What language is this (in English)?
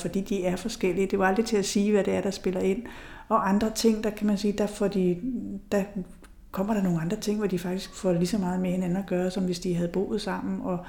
Danish